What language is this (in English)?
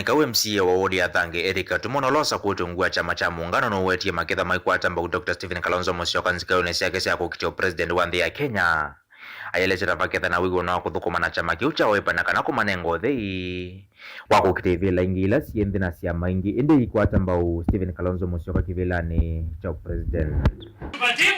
Kamba